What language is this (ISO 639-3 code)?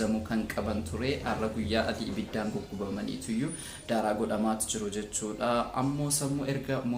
orm